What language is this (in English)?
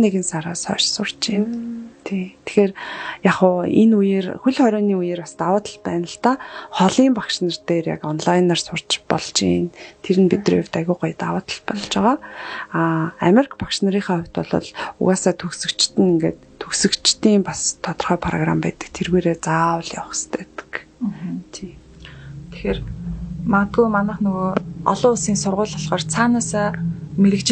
Mongolian